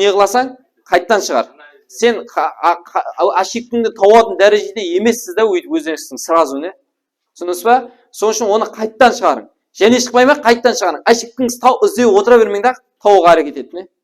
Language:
Kara-Kalpak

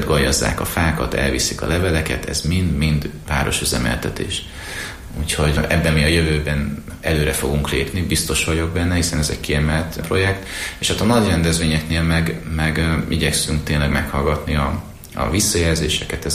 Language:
Hungarian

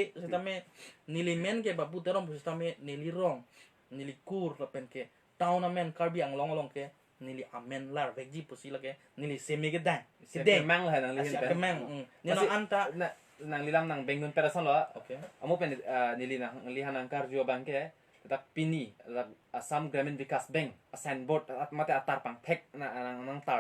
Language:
Karbi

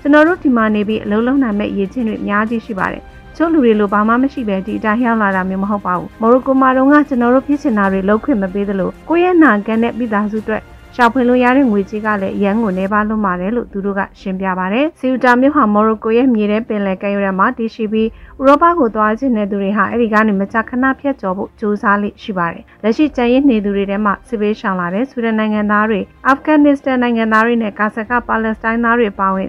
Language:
Burmese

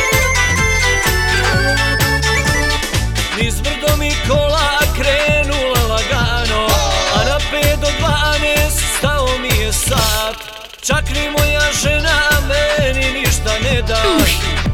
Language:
Bosnian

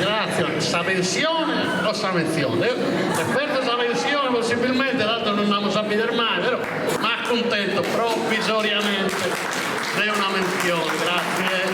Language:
Sardinian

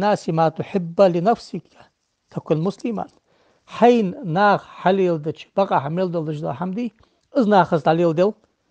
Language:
Ingush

